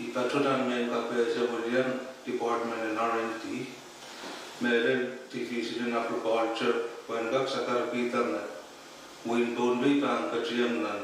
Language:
Pohnpeian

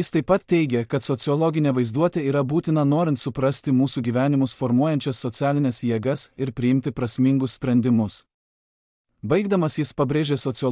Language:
Lithuanian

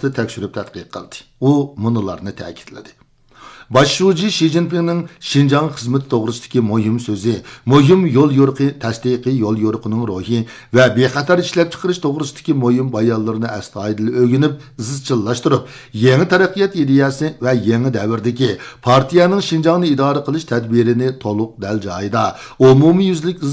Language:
Uyghur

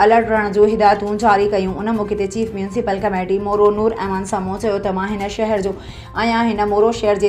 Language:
Sindhi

